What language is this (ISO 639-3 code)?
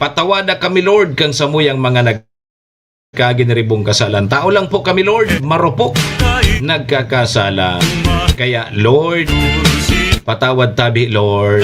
bik